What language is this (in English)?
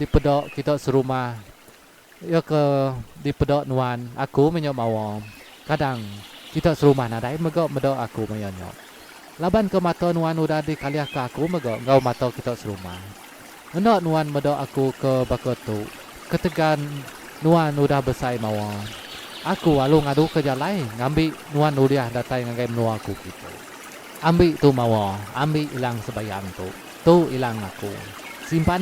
Iban